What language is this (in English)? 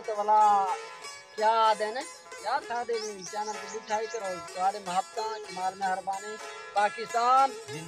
Saraiki